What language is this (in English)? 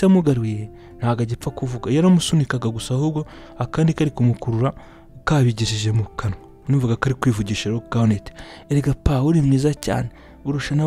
Kinyarwanda